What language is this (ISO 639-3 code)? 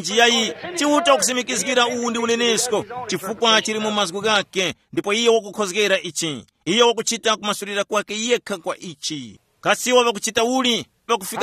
tum